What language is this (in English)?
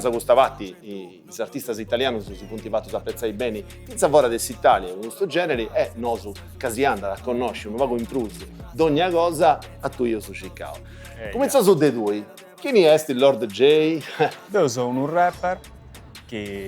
Sardinian